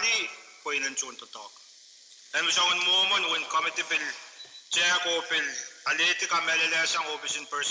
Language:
Pohnpeian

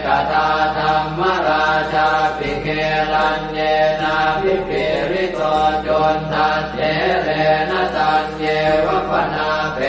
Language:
Pali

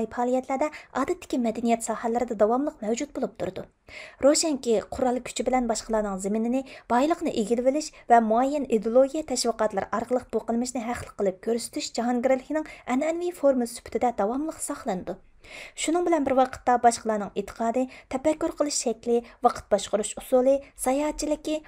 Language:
Uyghur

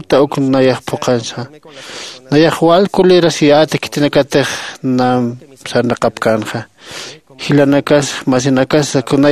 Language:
Aymara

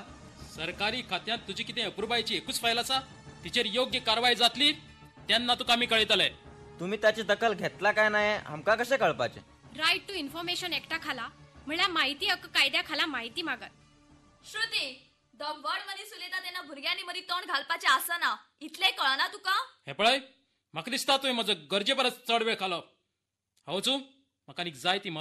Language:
Konkani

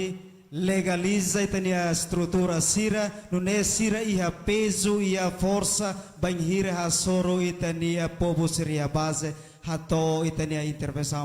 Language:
Tetum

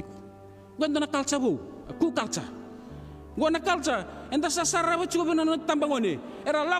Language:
Fijian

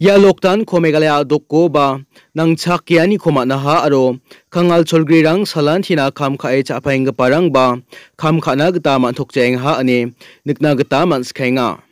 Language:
Garo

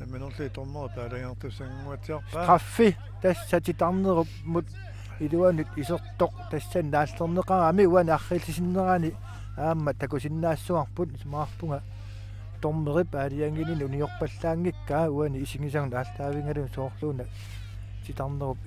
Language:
Kalaallisut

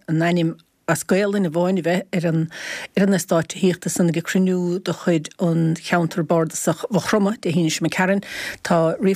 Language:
Irish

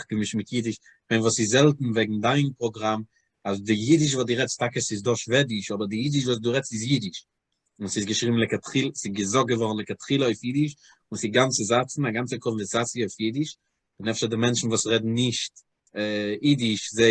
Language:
Yiddish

